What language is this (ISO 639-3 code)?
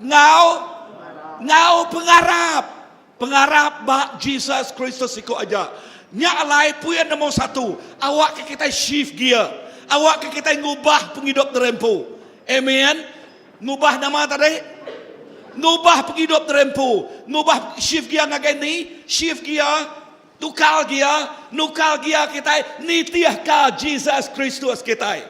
iba